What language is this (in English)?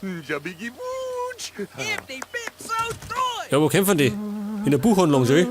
Bavarian